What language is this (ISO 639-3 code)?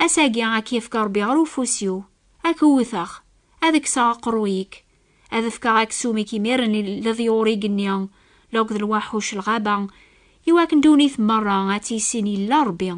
kab